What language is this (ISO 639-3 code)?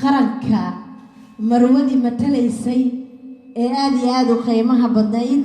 som